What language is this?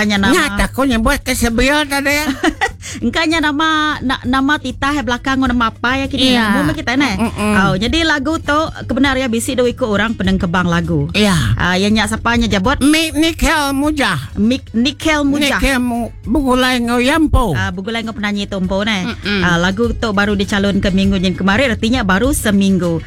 Iban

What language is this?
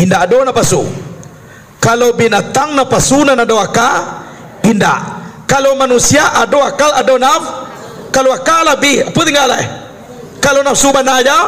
Minangkabau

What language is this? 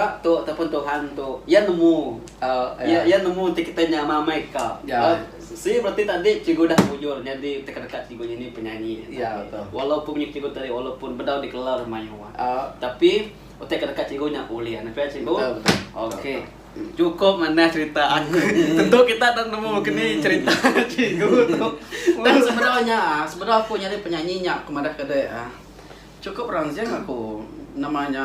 Iban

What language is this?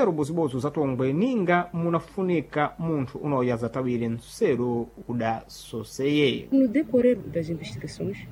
Sena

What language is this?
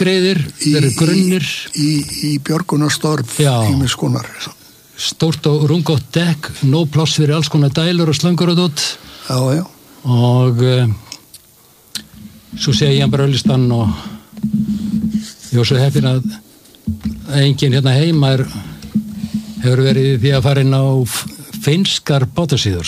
Icelandic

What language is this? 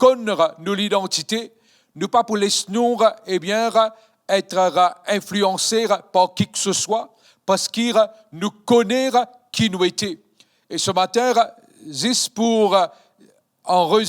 Morisyen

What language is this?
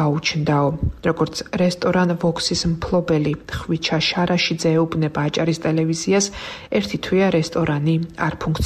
Georgian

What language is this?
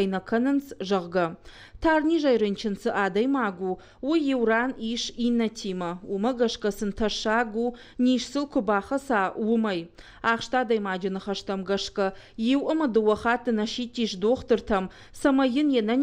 Ossetic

